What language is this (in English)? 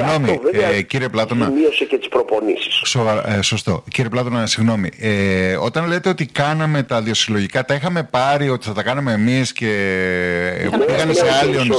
Greek